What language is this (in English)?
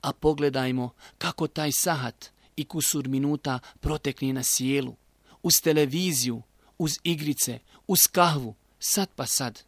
Bosnian